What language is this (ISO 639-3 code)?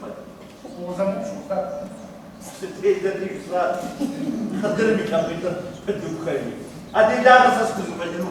kbd